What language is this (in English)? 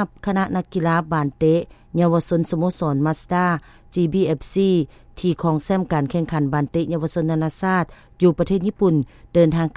Lao